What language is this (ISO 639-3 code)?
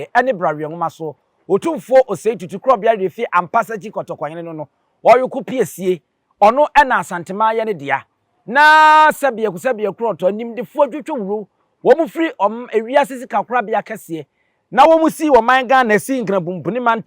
aka